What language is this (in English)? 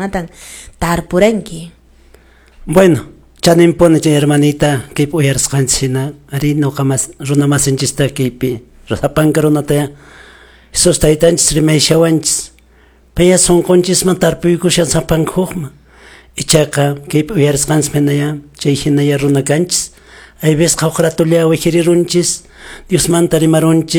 Quechua